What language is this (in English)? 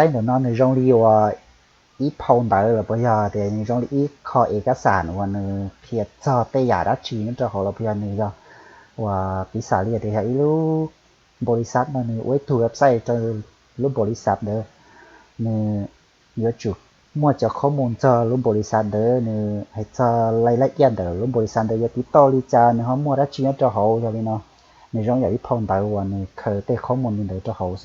Hmong